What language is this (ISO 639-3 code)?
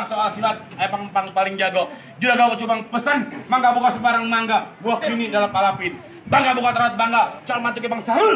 bew